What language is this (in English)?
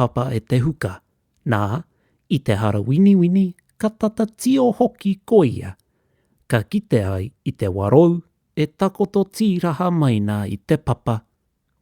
Māori